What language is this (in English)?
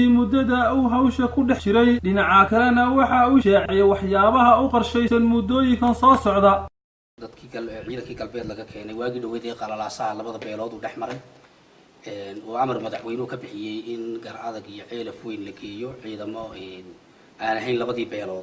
Somali